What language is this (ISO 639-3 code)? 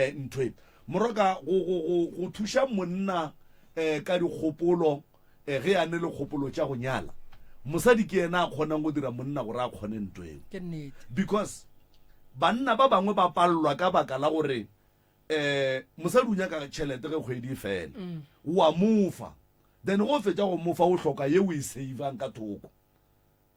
nso